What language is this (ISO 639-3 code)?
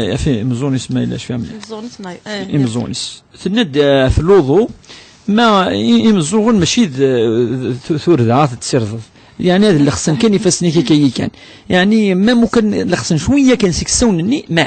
kab